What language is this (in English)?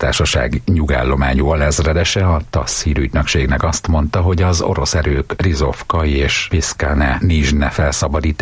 Hungarian